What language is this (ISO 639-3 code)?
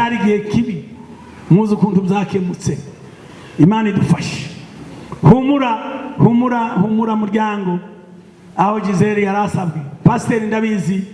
kin